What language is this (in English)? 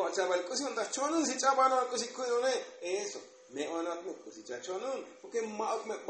Tzotzil